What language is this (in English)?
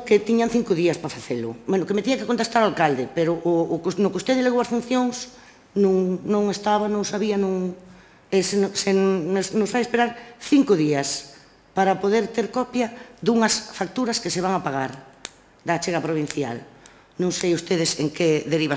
Galician